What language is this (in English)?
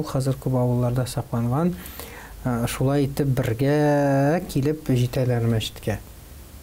Tatar